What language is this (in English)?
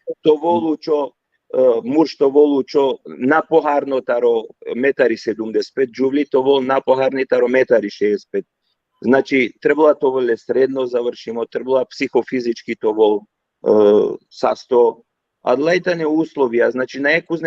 Balkan Romani